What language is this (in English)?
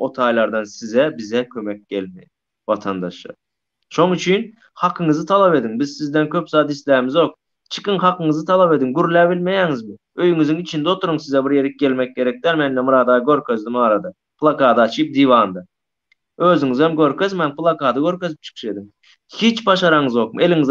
Turkmen